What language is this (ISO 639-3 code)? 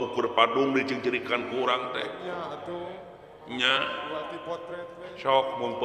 sun